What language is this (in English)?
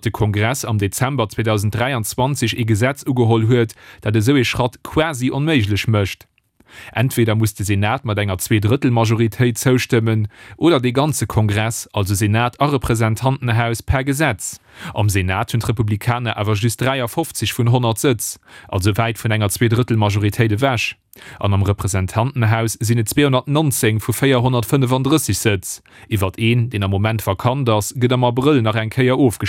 Luxembourgish